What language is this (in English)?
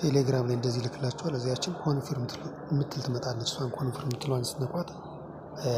Amharic